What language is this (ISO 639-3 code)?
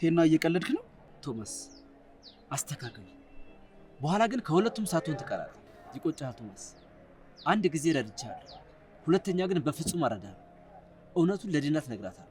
amh